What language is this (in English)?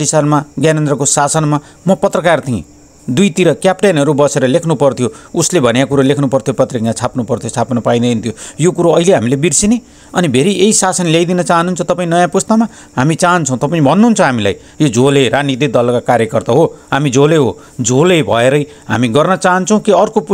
Nepali